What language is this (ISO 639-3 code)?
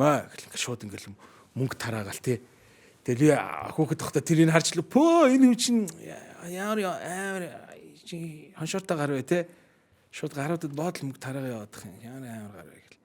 mon